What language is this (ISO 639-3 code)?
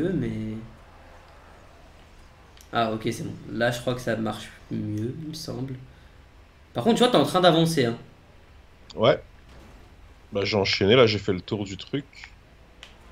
fra